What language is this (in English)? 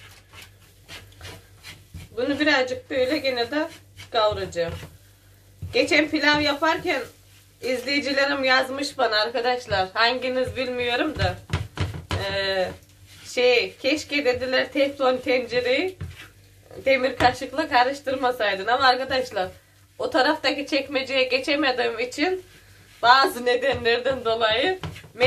Turkish